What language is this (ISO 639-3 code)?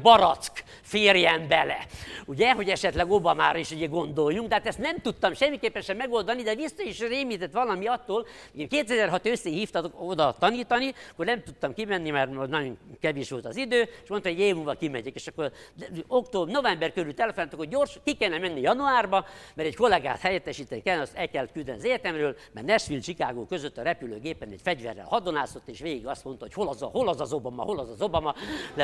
hun